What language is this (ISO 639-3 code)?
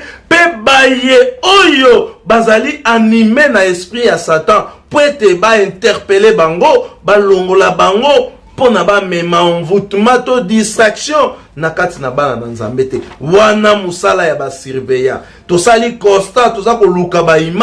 lin